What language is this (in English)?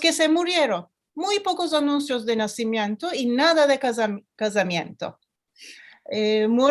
Ladino